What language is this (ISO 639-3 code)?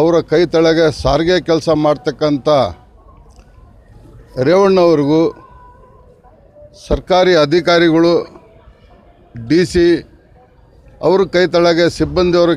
kan